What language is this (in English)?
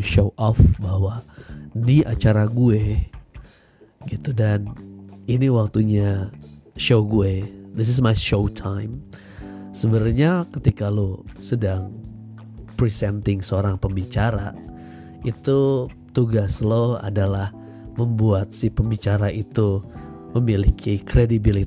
Indonesian